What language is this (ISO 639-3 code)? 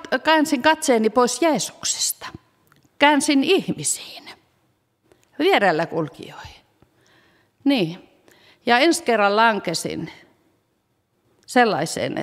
fin